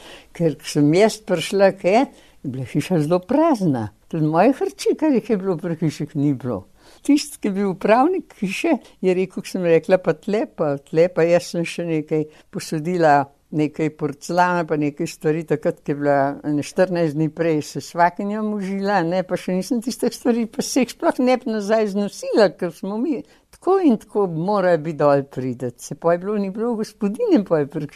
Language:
Slovenian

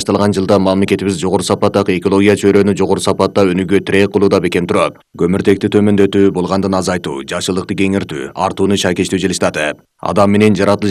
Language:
Kyrgyz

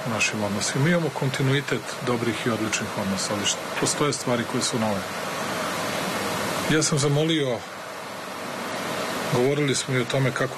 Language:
Serbian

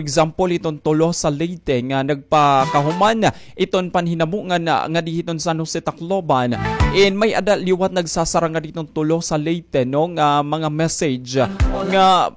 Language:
Waray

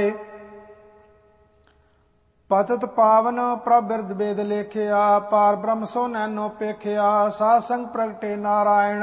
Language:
Punjabi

